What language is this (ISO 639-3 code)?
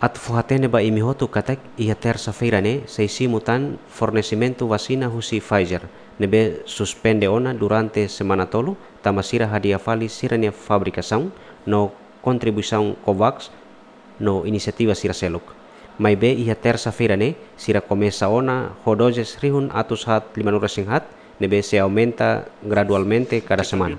tet